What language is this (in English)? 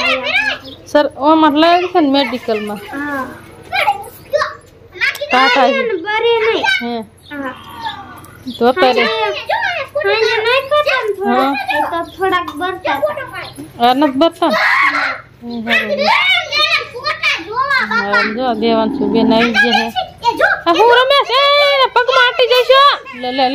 Gujarati